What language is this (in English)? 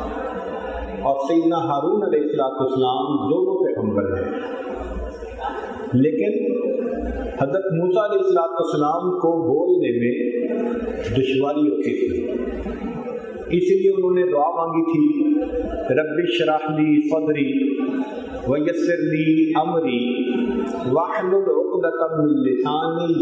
Urdu